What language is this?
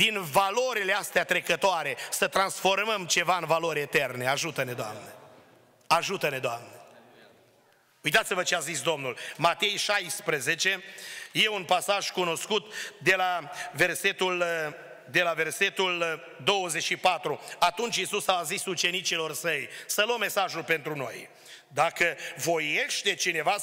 Romanian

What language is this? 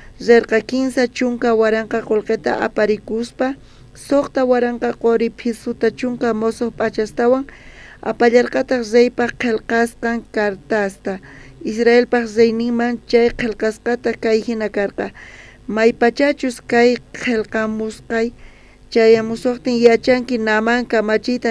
South Bolivian Quechua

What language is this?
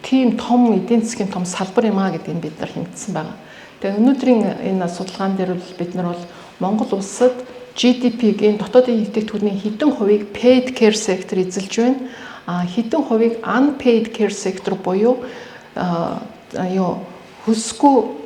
Mongolian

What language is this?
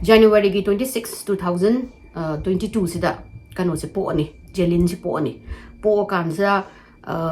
Manipuri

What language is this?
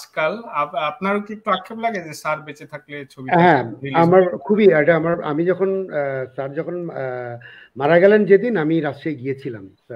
Bangla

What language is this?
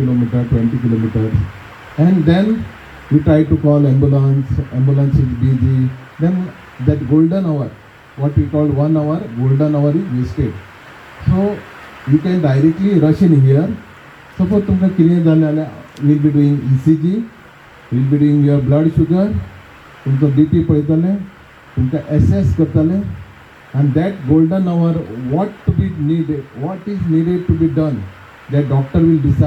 Konkani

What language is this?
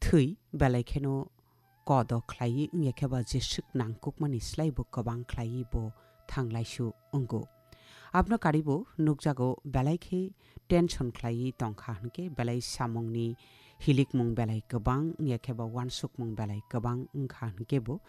Kok Borok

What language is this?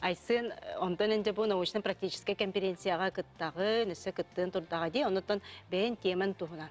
Yakut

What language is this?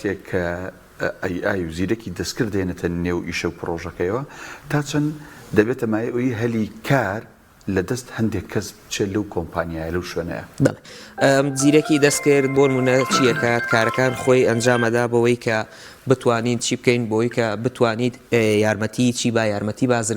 Central Kurdish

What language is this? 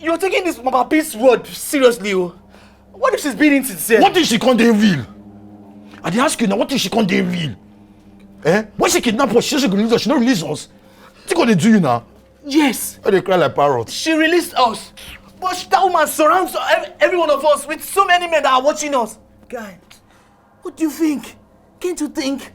Nigerian Pidgin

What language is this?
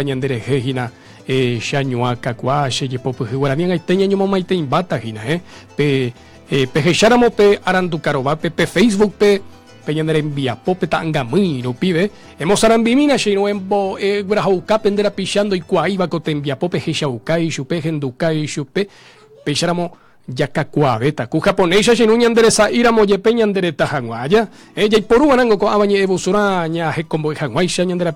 Guarani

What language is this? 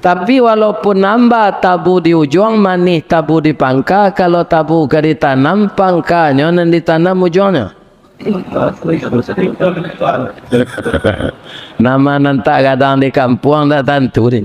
Minangkabau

